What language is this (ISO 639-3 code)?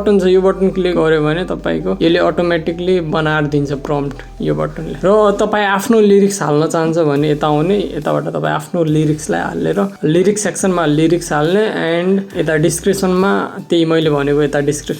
nep